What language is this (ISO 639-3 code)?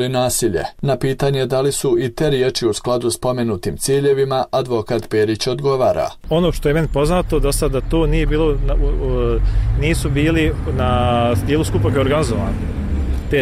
bos